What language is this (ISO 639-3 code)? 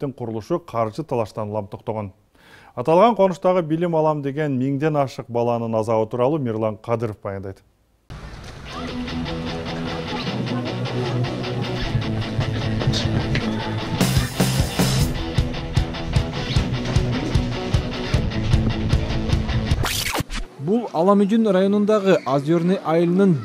kir